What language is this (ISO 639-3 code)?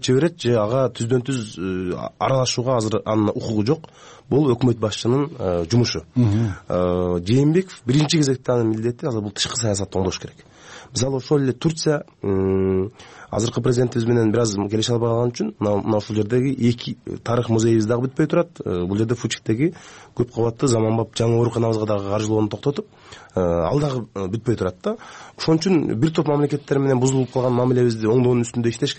kir